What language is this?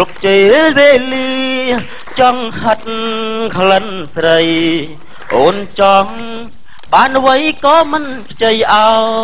Khmer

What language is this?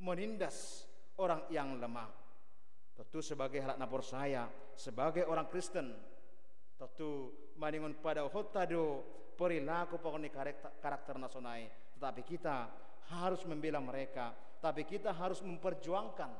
Batak Simalungun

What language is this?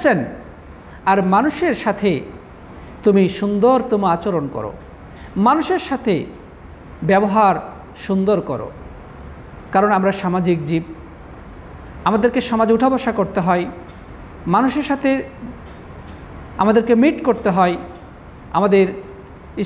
Bangla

